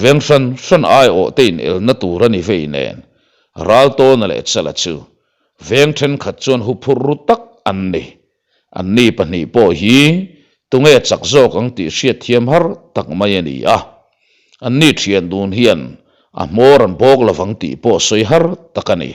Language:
Mizo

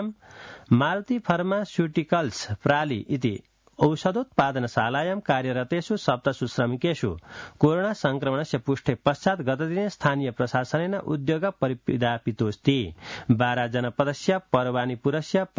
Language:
Sanskrit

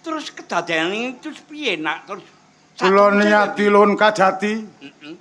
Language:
Javanese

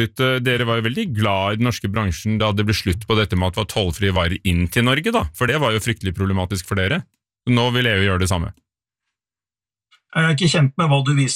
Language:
Norwegian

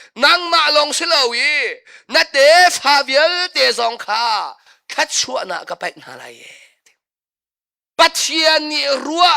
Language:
Hakha Chin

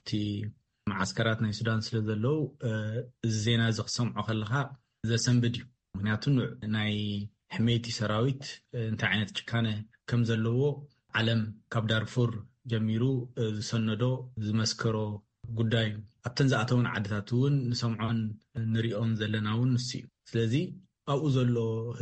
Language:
Tigrinya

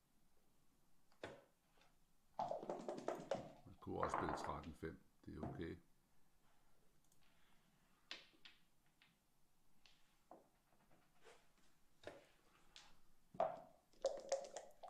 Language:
Danish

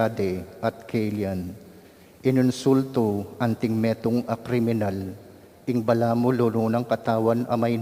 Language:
Pampanga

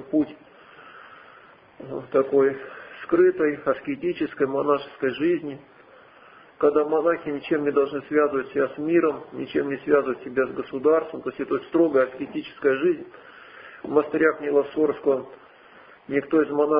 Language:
Russian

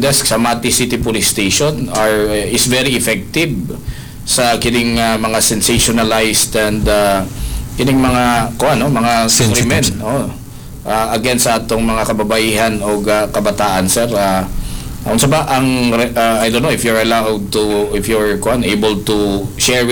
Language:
Cebuano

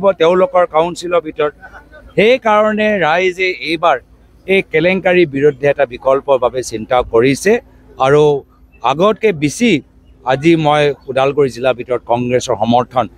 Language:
Assamese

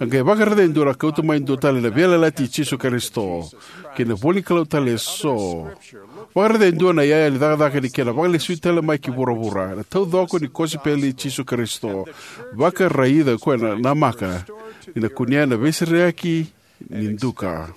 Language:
Fijian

